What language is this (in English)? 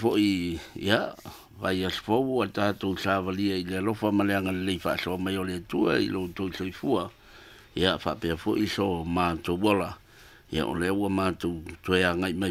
Samoan